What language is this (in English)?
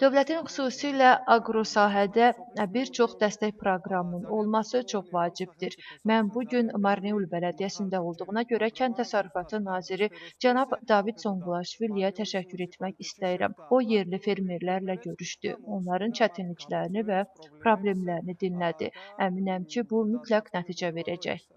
Azerbaijani